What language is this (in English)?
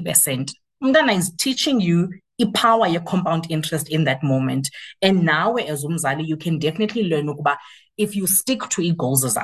Xhosa